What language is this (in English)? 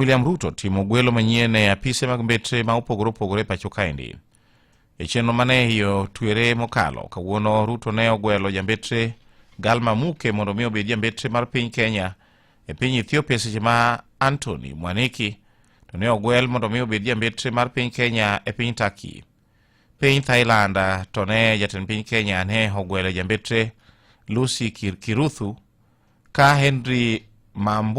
Luo (Kenya and Tanzania)